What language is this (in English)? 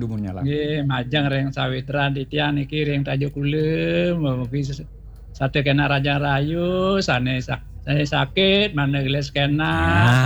Balinese